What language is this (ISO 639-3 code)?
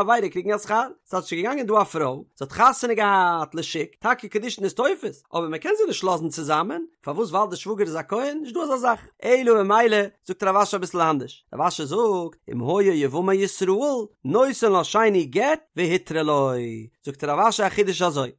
yid